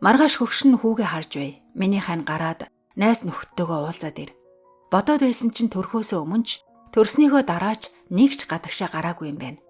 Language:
Mongolian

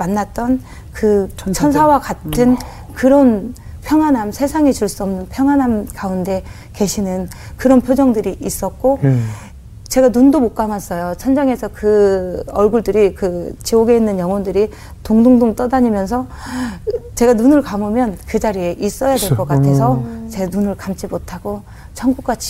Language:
Korean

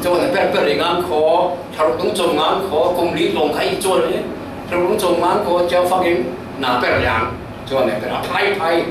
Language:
Falam Chin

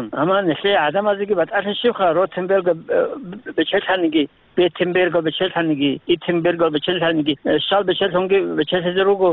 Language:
Avaric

